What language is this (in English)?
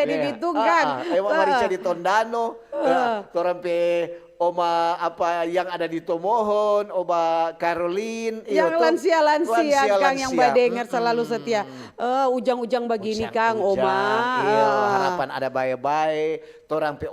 Manado Malay